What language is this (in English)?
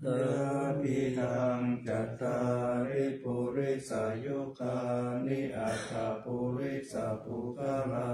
Pali